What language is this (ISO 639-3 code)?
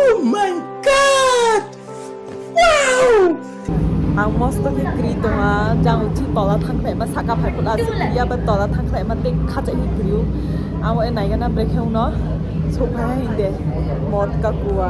trp